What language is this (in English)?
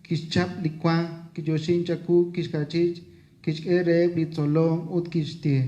Kekchí